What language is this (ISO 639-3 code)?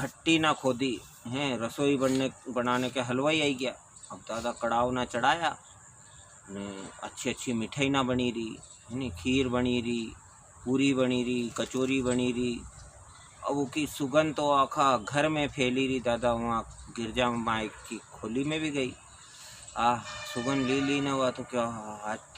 raj